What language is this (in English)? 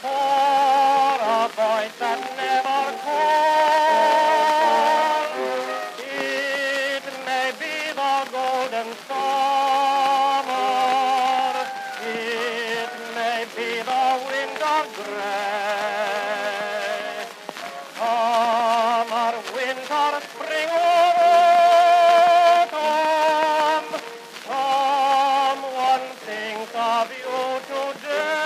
English